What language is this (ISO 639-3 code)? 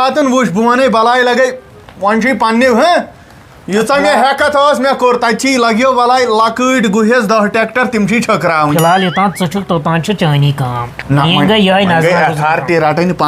kas